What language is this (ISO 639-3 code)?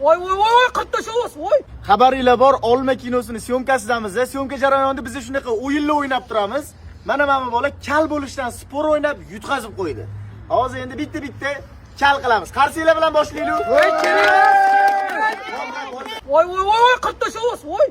uzb